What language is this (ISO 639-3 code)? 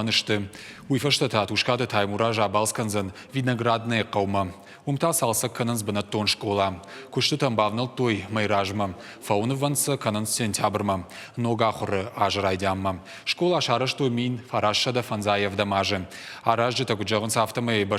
oss